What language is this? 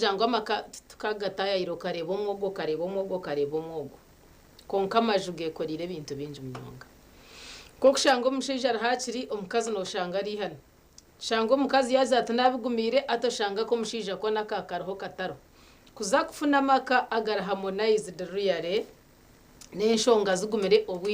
Nyankole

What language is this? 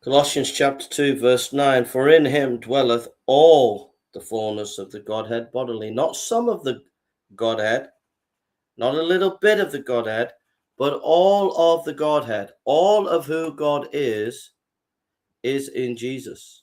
English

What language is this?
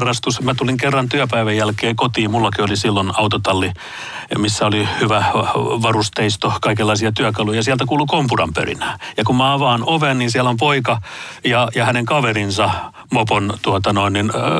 Finnish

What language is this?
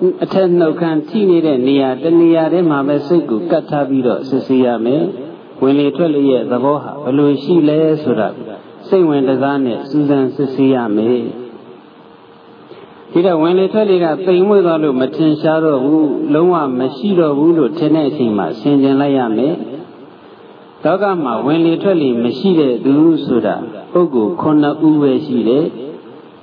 Burmese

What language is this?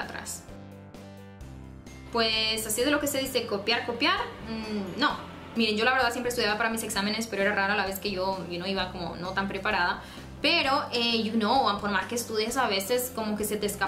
Spanish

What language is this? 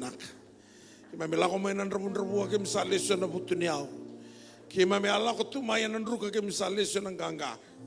Fijian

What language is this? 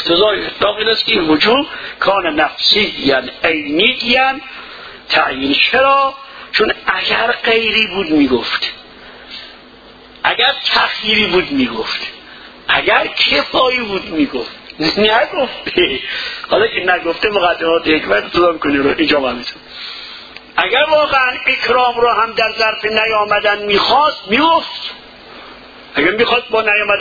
Persian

